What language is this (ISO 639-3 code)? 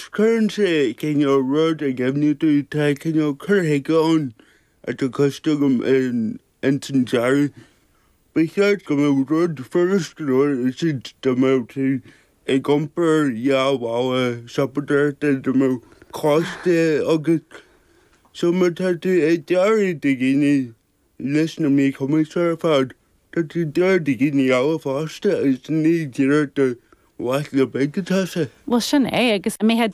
gle